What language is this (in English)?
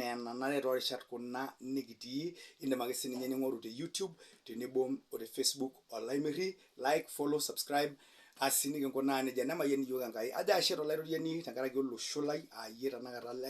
Masai